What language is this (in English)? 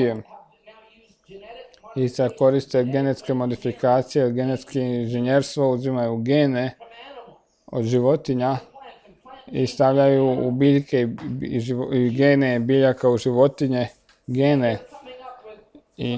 Croatian